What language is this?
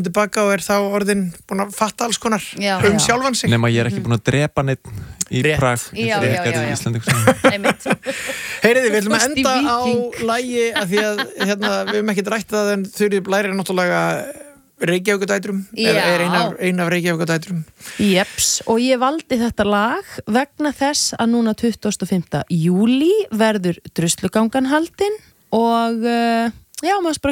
Icelandic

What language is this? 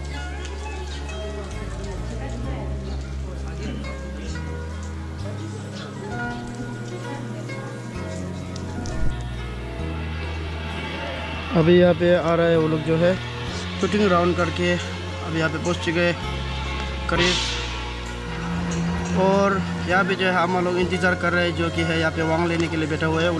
Hindi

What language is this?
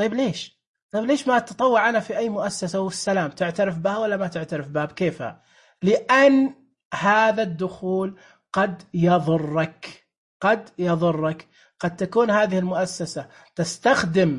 Najdi Arabic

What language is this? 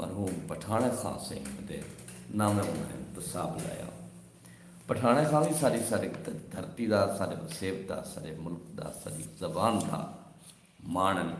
Saraiki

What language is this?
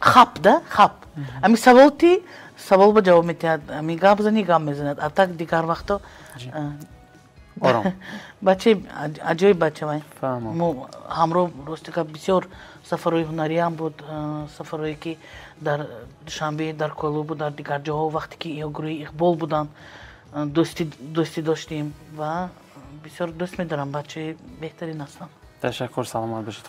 Tajik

